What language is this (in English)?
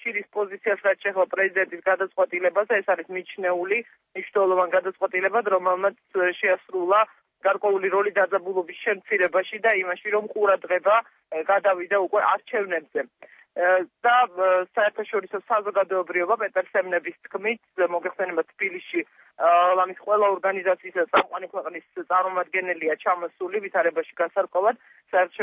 Georgian